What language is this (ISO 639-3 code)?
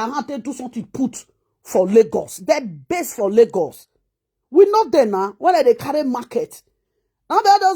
pcm